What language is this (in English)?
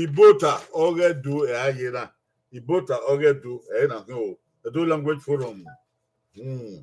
Bini